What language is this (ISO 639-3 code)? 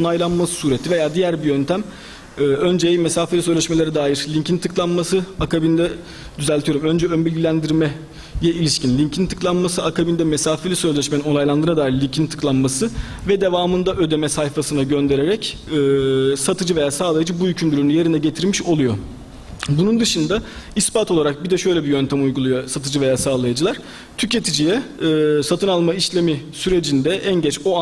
tur